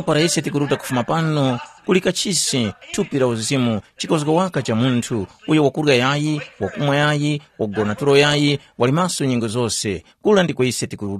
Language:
Tumbuka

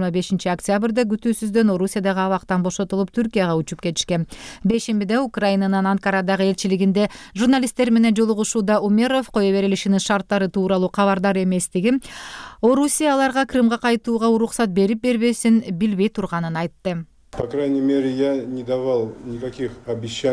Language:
Kyrgyz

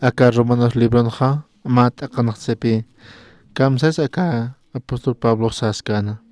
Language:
Aymara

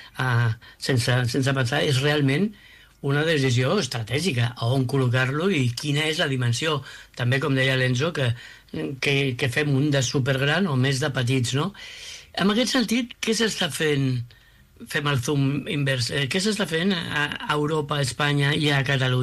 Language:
Catalan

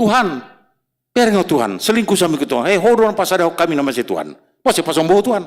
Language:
Batak Toba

